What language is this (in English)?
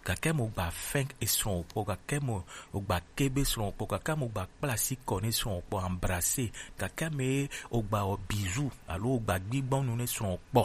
Gen